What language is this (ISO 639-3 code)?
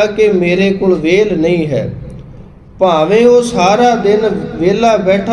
pan